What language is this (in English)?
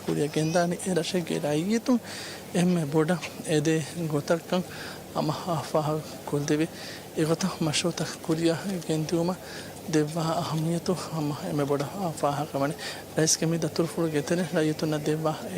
Divehi